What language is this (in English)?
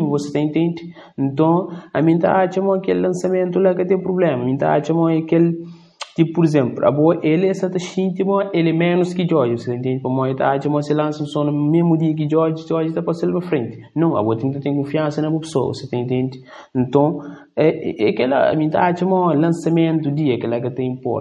Kabuverdianu